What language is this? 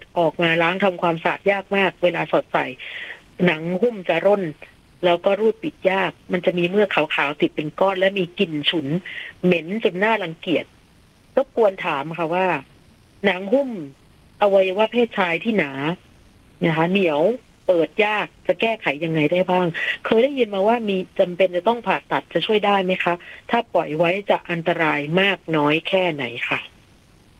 Thai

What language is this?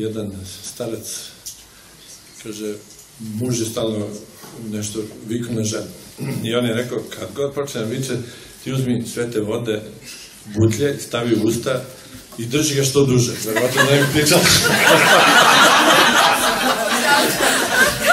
Serbian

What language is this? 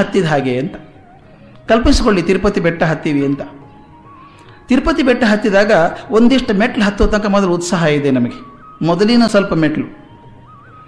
Kannada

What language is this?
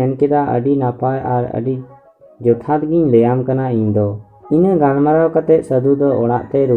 Santali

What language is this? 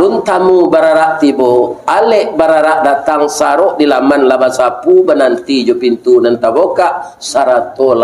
Minangkabau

